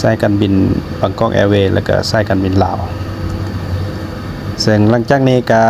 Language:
Lao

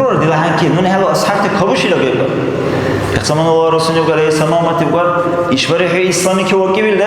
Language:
Dargwa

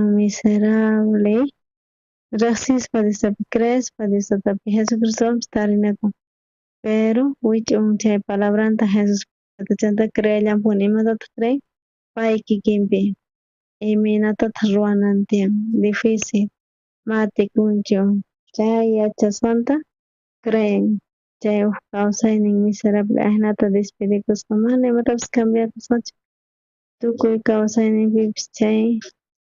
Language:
South Bolivian Quechua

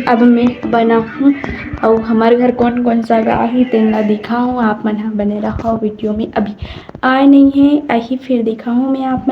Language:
Chhattisgarhi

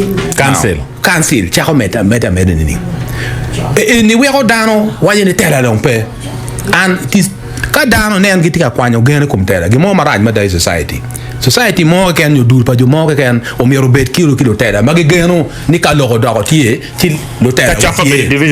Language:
Acoli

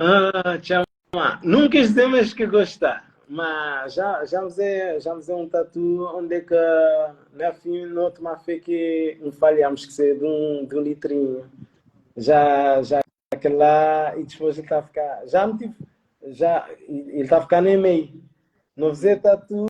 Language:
Kabuverdianu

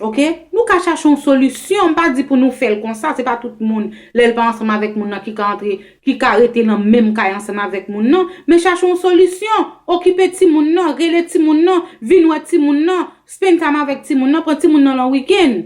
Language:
Haitian Creole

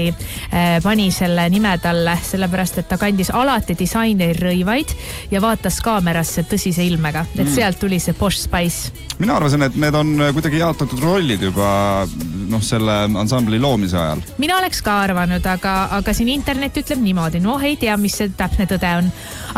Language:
Estonian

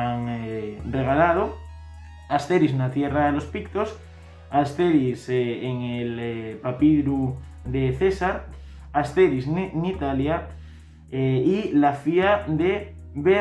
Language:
Asturian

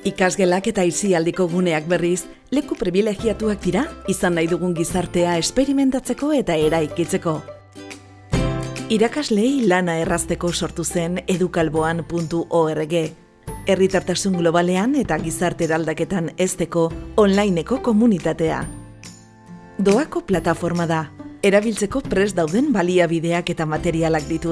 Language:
Basque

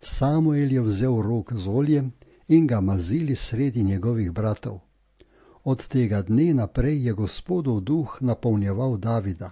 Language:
Slovenian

